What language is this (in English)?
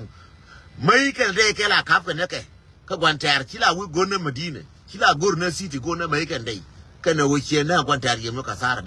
Nuer